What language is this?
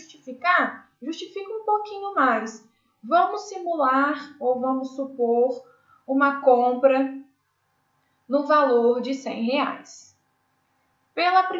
Portuguese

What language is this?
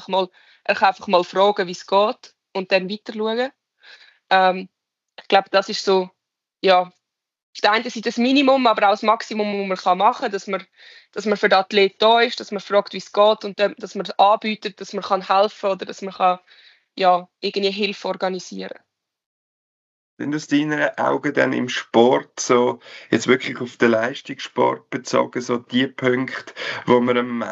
German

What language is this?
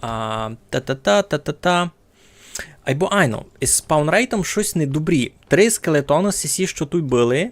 Rusyn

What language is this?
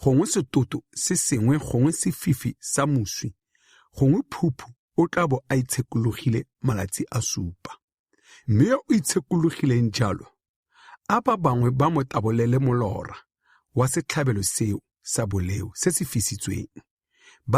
Tswana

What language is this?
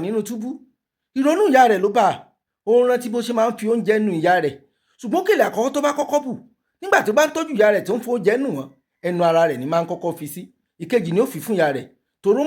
Yoruba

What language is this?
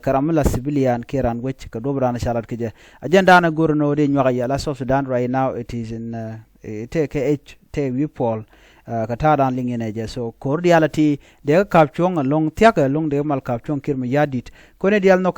Nuer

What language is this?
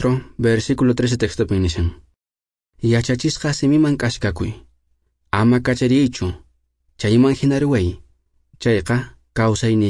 Quechua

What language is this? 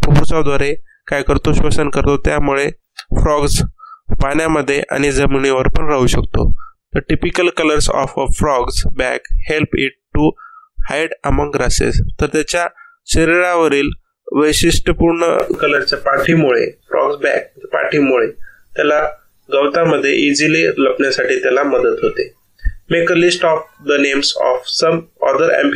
Marathi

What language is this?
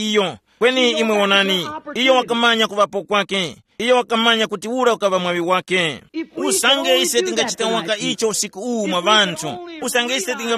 Tumbuka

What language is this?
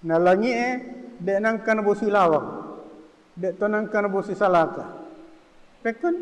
Buginese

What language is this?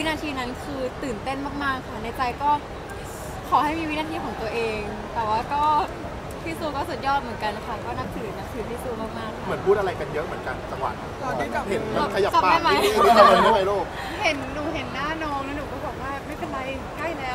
Thai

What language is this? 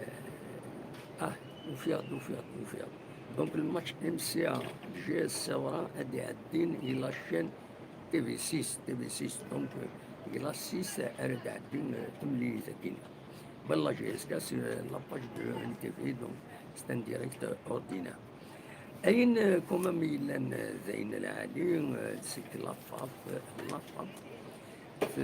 Kabyle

